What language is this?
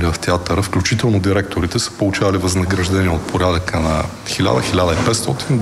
Bulgarian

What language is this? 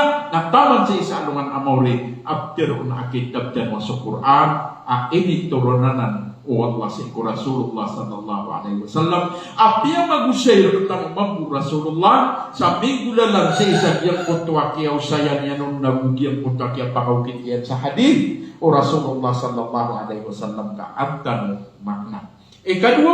Maranao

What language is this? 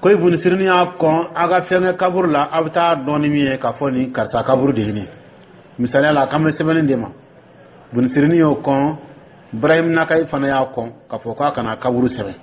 Dyula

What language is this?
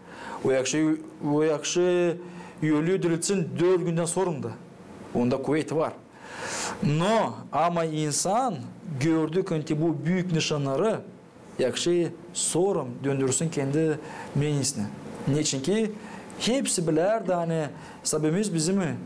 Gagauz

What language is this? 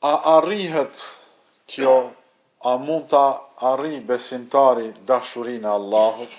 Albanian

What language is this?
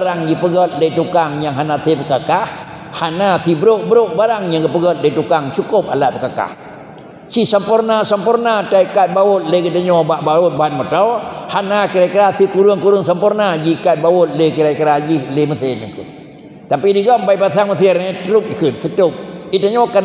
Achinese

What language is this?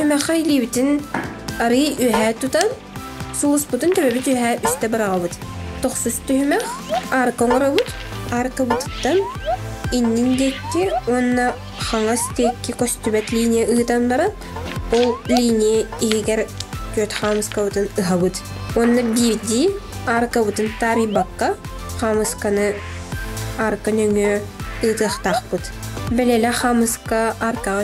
Yakut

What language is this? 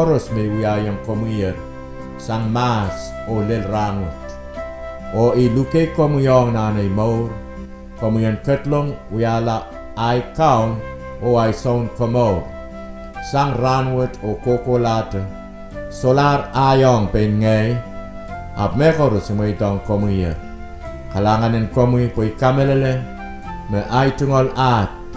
Pohnpeian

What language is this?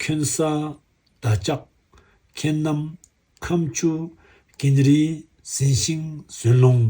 Tibetan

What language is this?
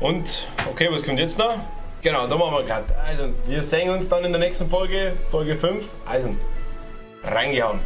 Bavarian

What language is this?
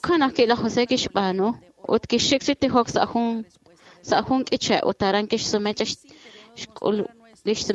Kekchí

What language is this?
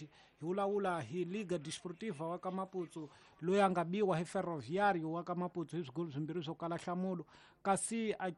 Tsonga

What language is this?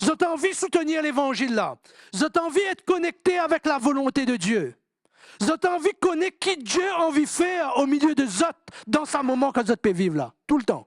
Morisyen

